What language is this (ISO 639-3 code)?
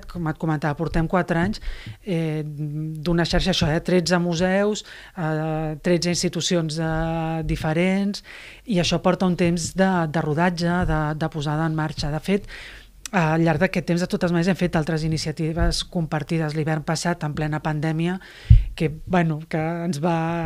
cat